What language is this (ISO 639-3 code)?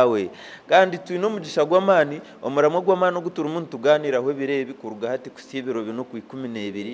nyn